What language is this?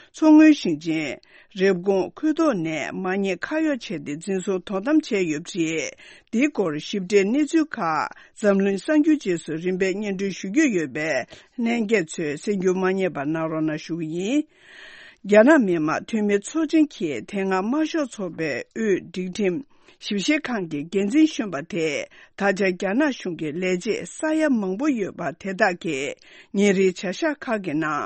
Tibetan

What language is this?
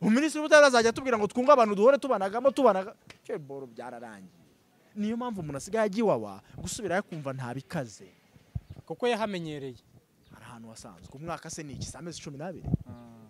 Kinyarwanda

